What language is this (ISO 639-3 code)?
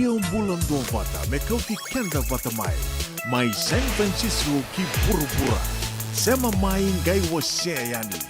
fij